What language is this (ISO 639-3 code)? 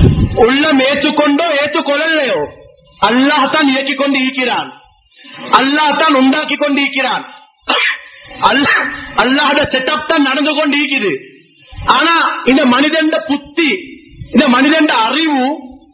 tam